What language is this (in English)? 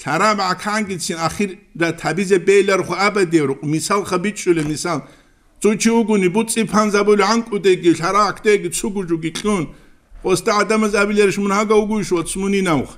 Avaric